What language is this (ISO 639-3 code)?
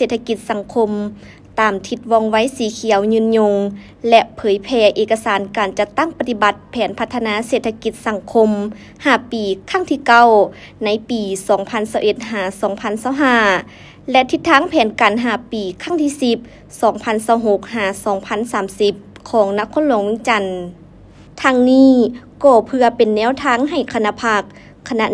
lao